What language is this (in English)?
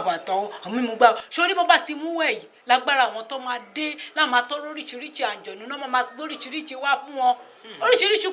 Yoruba